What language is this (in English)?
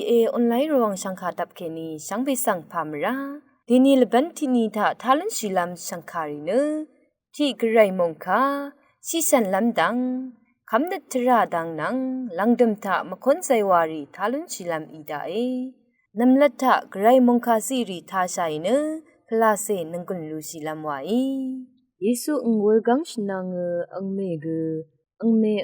Rawang